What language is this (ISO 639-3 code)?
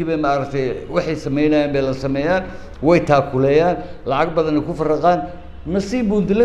som